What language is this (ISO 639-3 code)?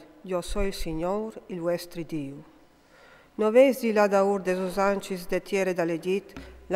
fur